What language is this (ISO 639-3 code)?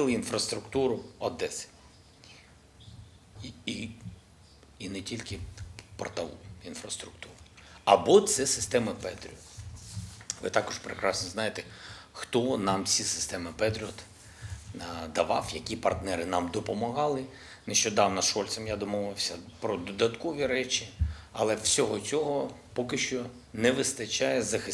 ukr